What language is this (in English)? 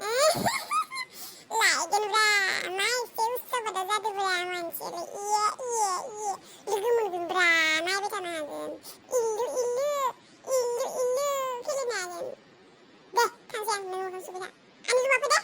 Bodo